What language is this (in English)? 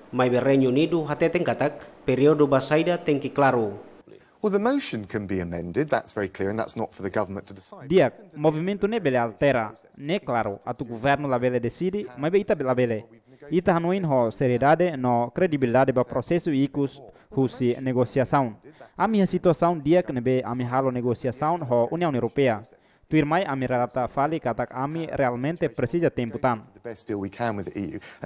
Tetum